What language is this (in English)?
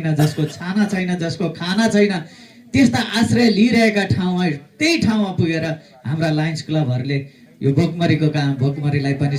Nepali